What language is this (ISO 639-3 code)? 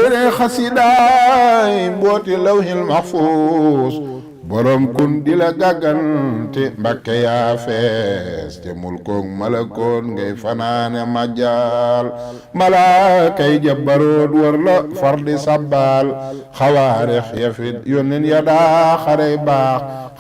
wol